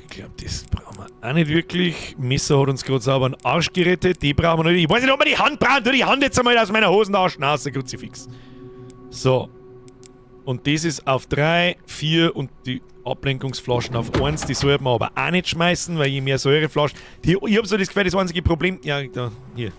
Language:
Bavarian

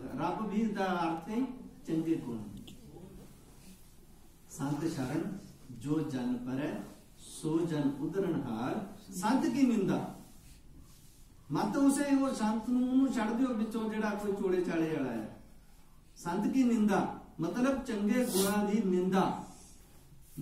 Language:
Punjabi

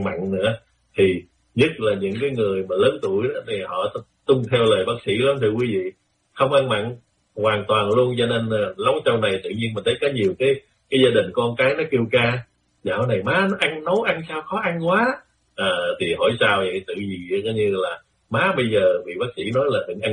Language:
Vietnamese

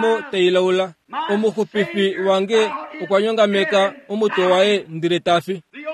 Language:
Kuanyama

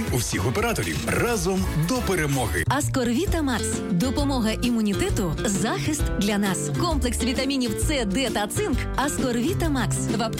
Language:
Ukrainian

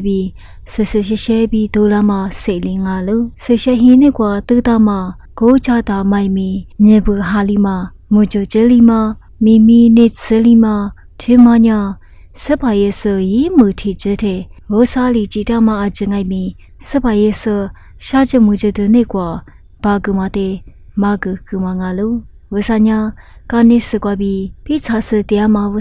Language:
Lisu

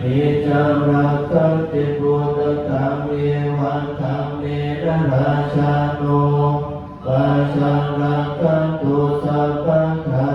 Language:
Pali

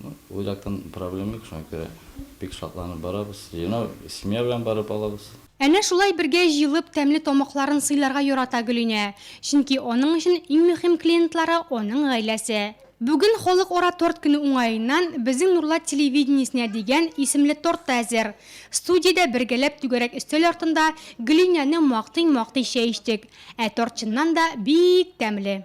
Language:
Tatar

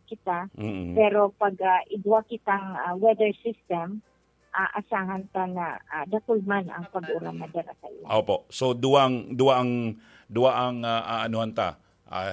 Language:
Bikol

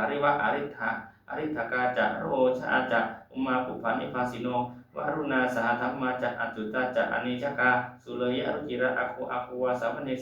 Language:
Pali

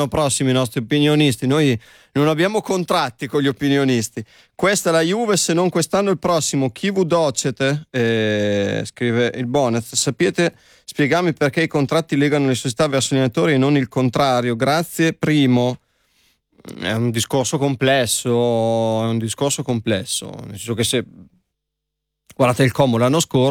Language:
Italian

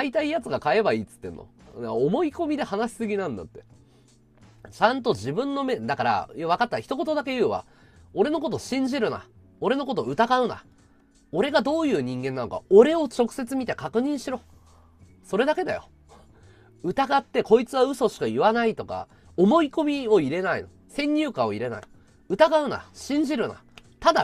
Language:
Japanese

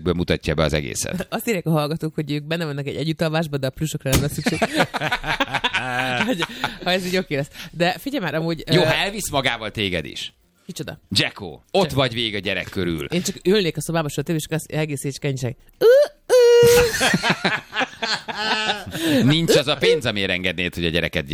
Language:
Hungarian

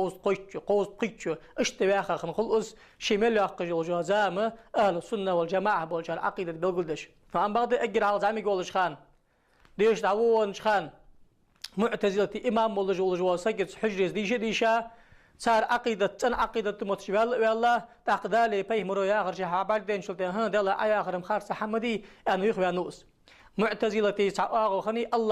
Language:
Ingush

